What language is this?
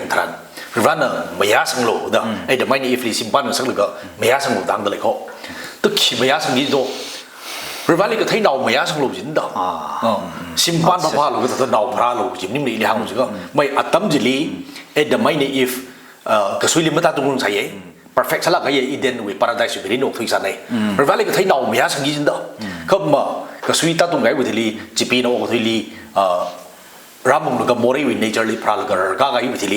Tangkhul Naga (India)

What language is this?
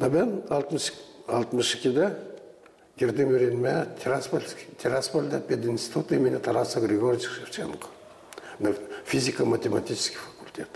Gagauz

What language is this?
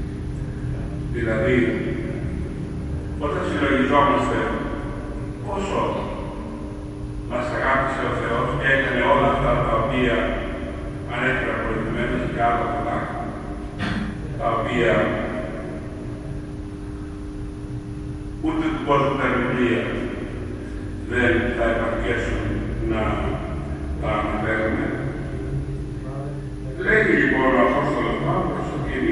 Greek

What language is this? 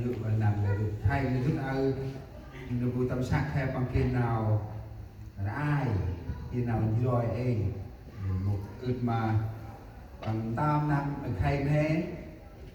Central Mnong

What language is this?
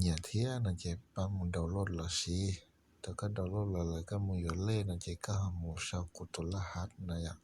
Hmong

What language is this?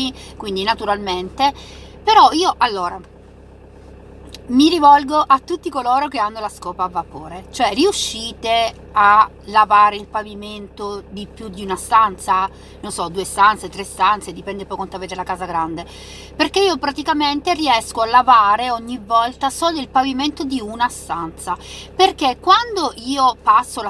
Italian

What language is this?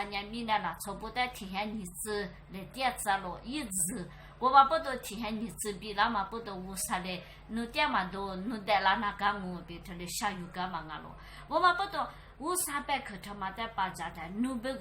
Lisu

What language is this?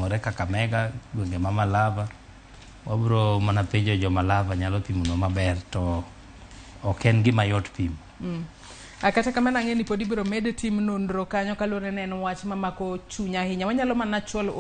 Luo (Kenya and Tanzania)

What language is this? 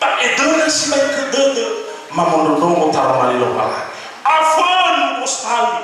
Nias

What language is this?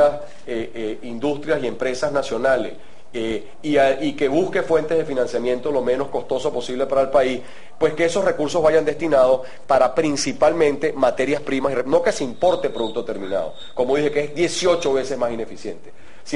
Spanish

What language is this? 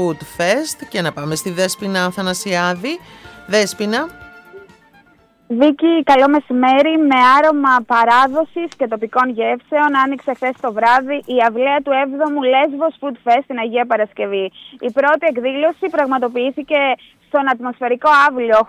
Greek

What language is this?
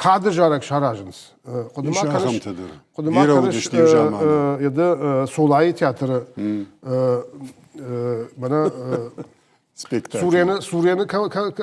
Ossetic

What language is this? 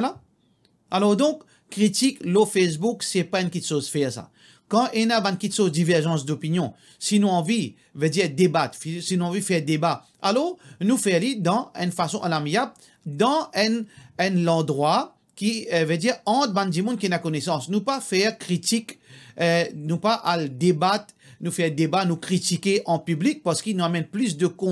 Morisyen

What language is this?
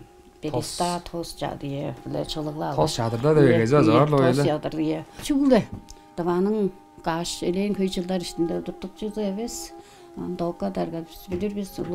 Tuvinian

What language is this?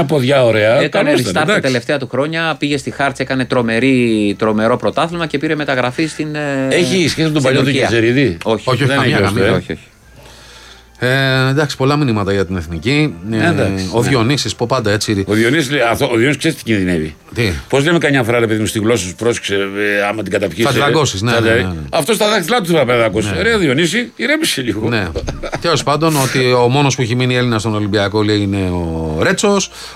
Greek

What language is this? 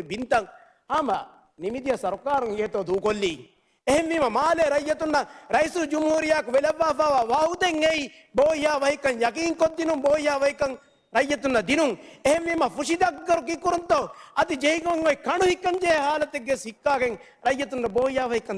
Divehi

